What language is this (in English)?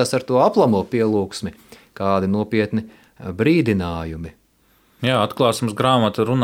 Latvian